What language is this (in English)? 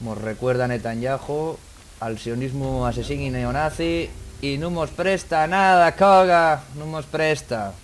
Asturian